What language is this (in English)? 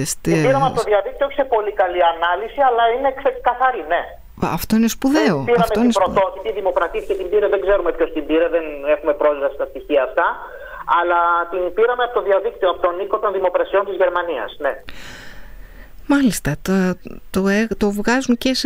Greek